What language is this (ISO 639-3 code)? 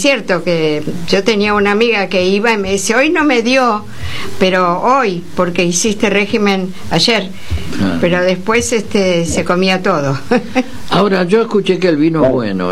spa